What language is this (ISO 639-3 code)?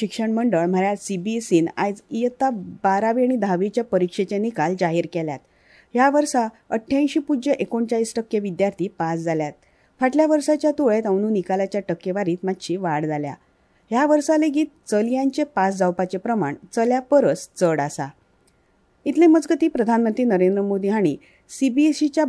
kok